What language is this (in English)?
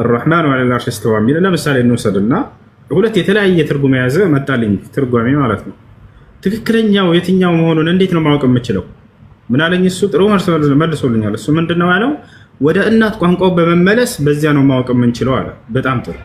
Amharic